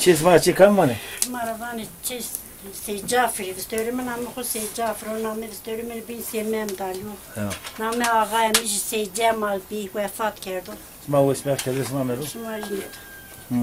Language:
Zaza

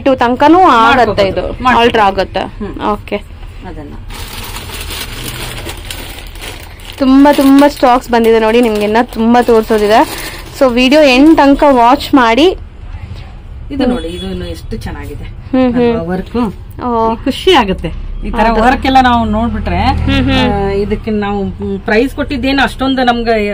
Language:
Kannada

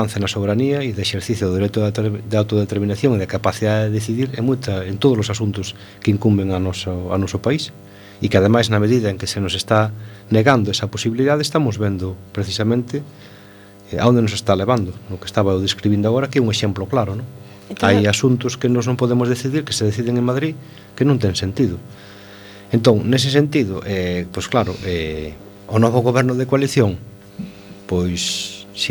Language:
Galician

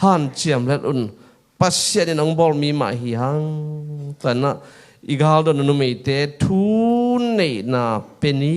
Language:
Tedim Chin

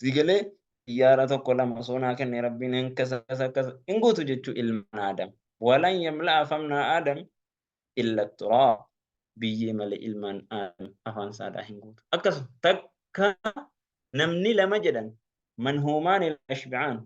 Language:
Oromo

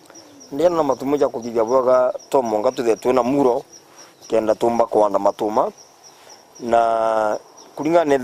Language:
Meru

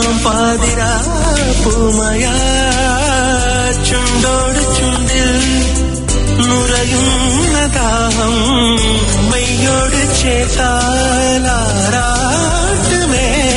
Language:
Malayalam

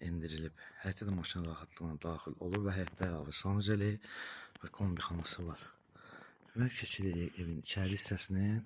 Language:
Azerbaijani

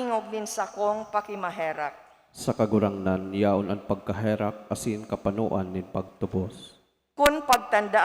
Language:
Bikol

